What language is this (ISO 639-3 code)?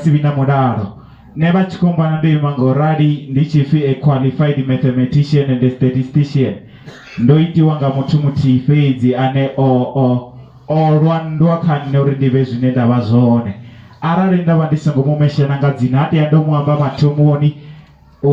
ven